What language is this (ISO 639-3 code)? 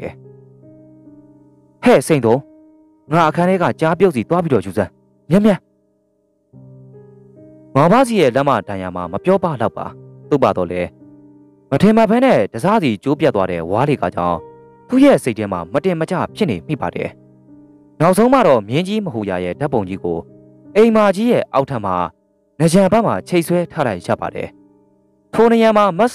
mya